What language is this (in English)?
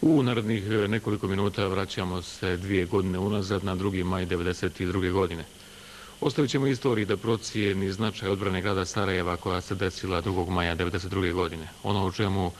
Bosnian